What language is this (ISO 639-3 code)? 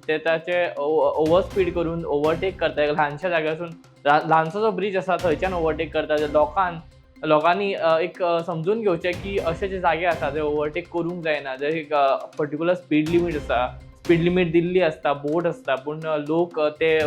kok